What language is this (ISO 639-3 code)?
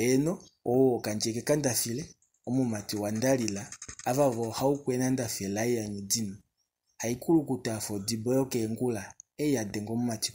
kua